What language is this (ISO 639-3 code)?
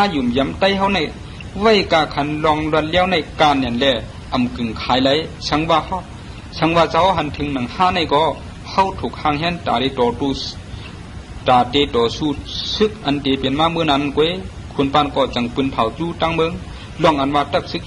shn